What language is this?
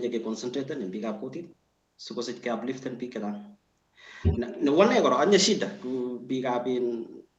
Kalenjin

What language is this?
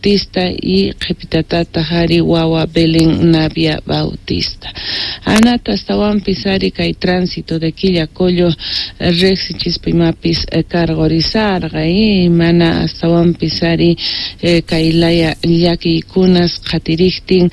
Quechua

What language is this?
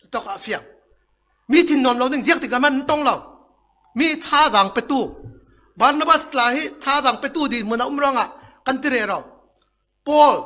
Falam Chin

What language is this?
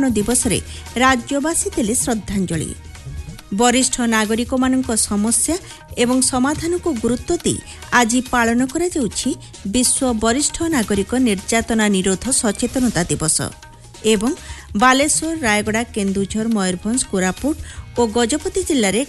Odia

